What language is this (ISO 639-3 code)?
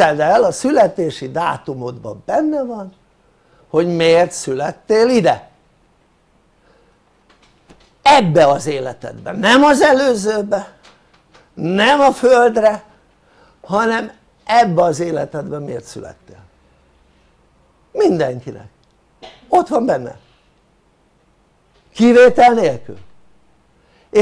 hun